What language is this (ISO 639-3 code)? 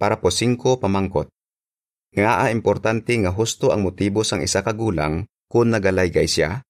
hil